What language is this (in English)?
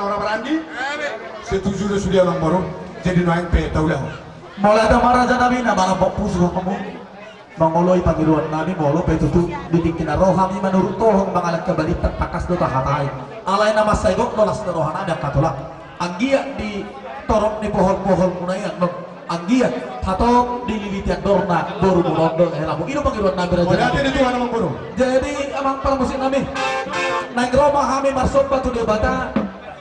Batak Toba